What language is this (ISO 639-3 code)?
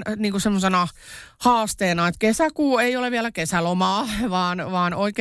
fin